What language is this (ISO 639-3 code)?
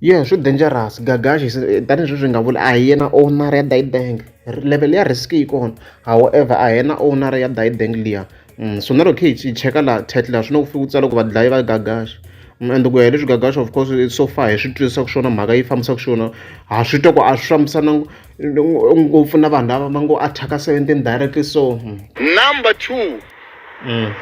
tso